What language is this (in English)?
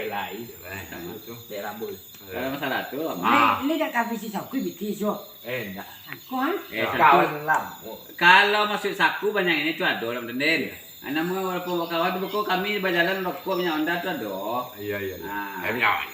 Minangkabau